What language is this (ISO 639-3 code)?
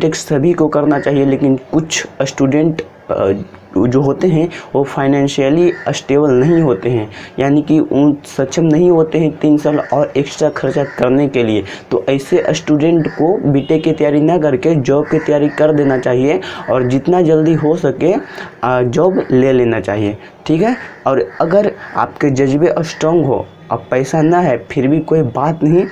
hin